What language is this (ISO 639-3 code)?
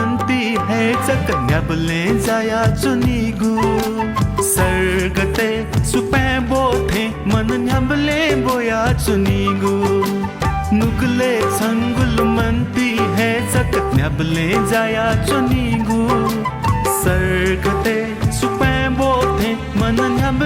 new